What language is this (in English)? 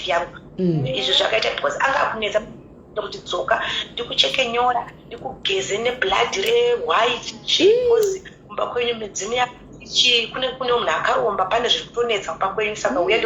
Shona